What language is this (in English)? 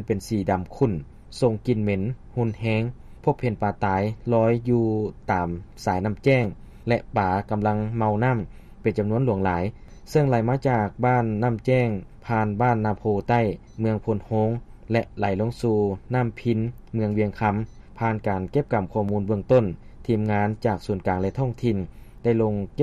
Lao